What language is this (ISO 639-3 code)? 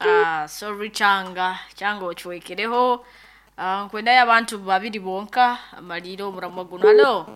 nyn